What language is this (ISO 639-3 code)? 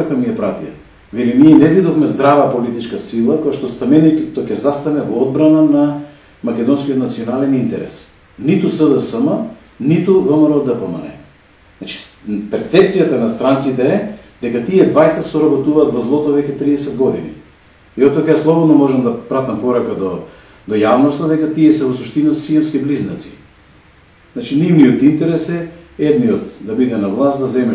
mkd